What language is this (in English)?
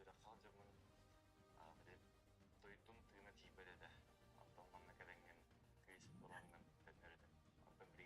Yakut